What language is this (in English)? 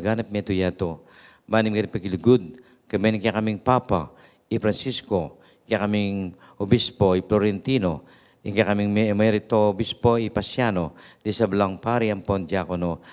Pampanga